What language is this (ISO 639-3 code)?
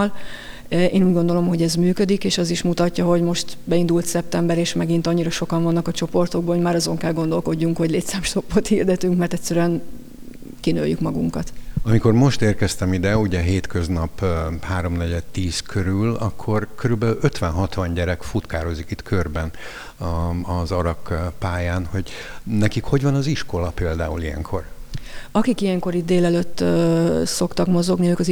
hun